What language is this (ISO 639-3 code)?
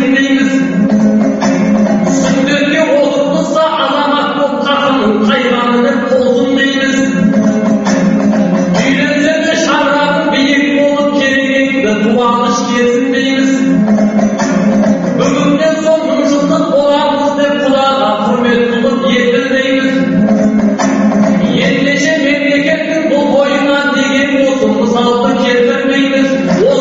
kaz